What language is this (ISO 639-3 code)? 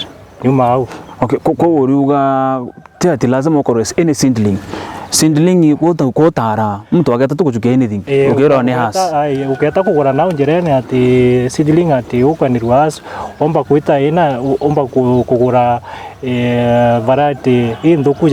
mer